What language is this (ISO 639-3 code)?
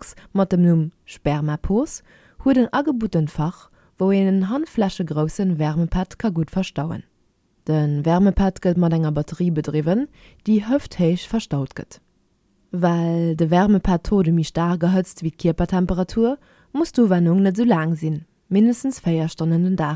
ltz